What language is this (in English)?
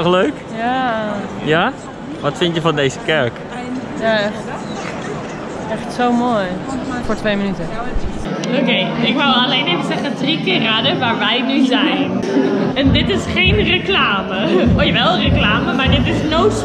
Dutch